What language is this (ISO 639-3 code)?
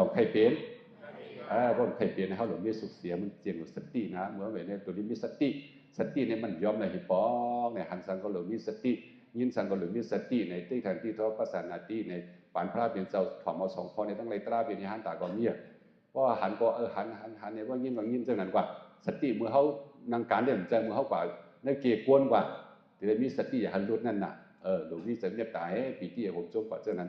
shn